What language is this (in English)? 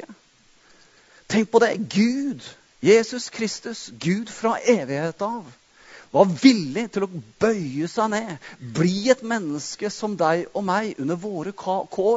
Norwegian